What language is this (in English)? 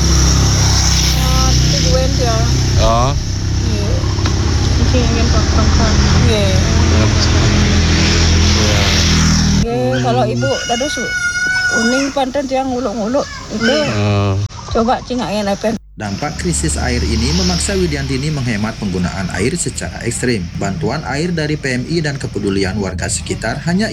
Indonesian